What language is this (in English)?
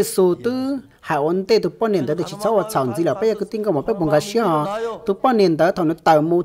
Hmong